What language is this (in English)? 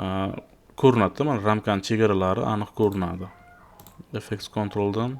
Uzbek